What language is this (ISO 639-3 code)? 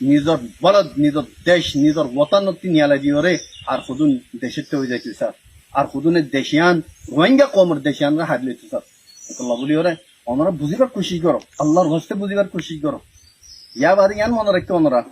rhg